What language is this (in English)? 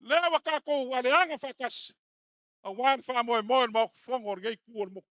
Samoan